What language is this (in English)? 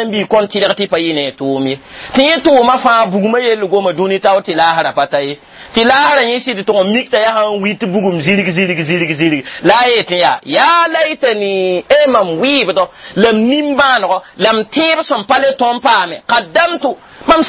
Mossi